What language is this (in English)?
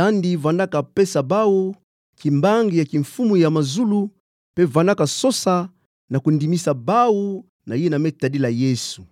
Kituba (Democratic Republic of Congo)